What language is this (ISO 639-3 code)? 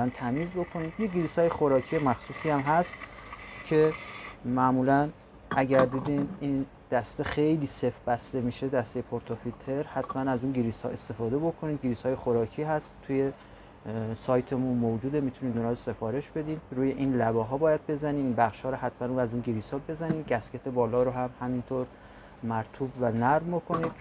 fas